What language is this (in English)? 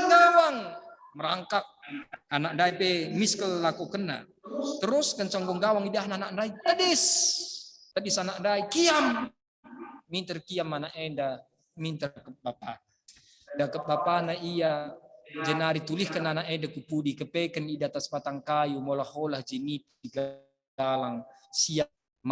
Batak Karo